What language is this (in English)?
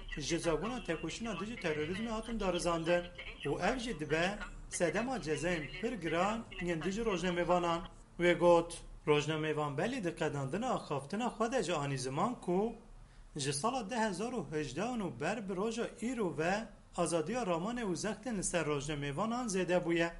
Kurdish